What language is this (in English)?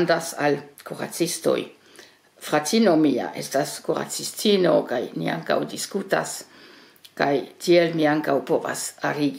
Esperanto